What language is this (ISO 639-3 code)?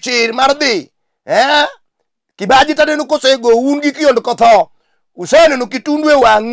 luo